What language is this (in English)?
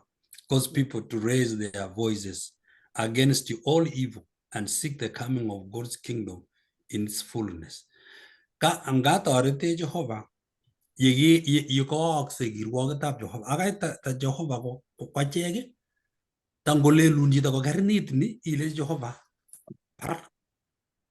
Kalenjin